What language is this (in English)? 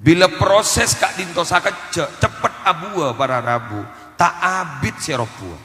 Madurese